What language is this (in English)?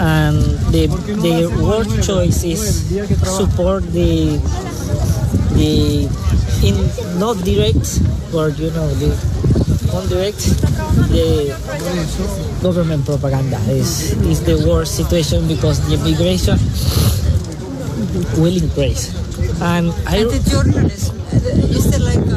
Icelandic